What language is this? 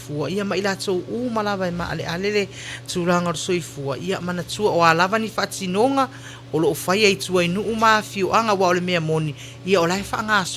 Samoan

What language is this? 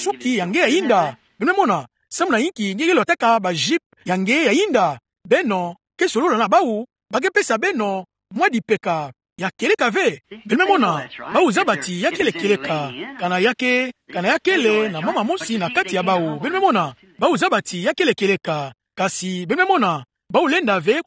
Kituba (Democratic Republic of Congo)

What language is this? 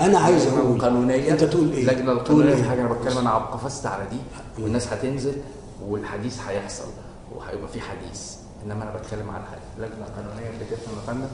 Egyptian Arabic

